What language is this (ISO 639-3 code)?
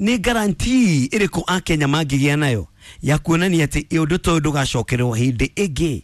kik